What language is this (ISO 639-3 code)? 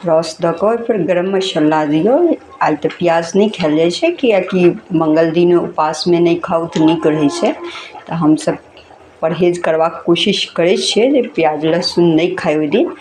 mai